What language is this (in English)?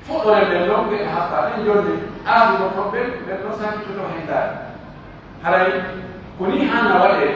Pular